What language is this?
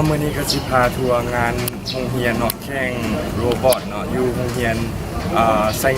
Lao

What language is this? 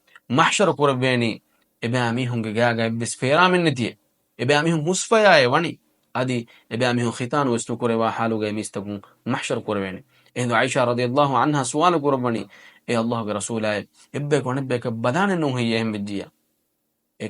Divehi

